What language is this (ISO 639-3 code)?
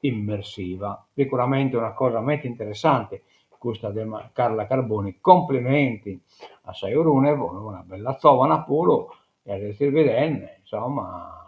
srd